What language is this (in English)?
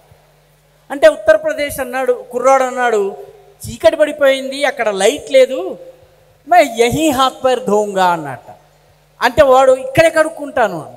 Telugu